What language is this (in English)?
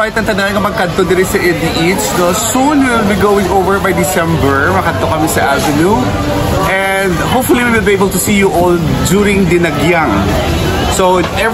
Hiligaynon